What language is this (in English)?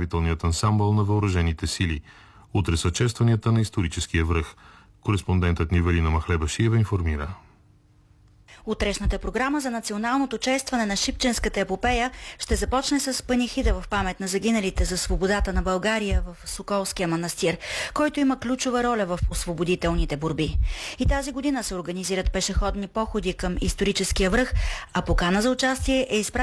Bulgarian